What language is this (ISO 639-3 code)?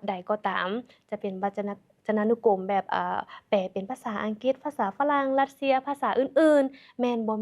lao